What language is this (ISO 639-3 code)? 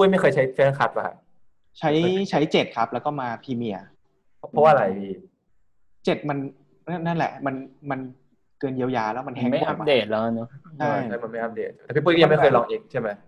tha